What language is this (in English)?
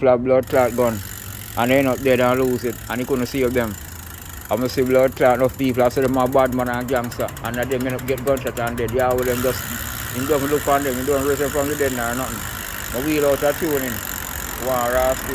Jamaican Creole English